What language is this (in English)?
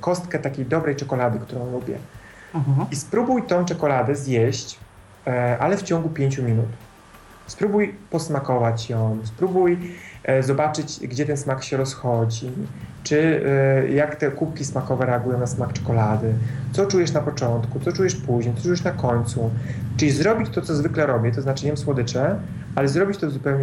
Polish